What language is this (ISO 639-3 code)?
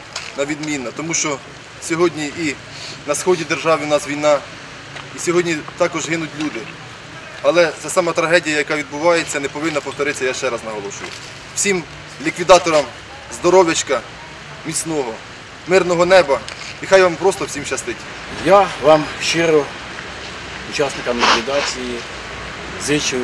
ukr